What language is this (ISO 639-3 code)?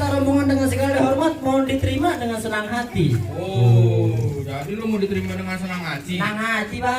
bew